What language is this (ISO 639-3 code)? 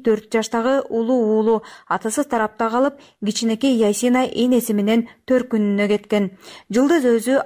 kir